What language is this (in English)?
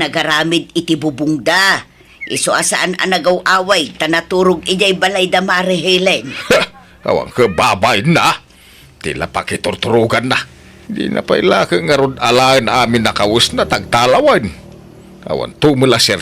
Iloko